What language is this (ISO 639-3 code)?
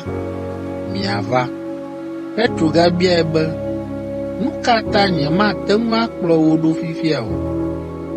ewe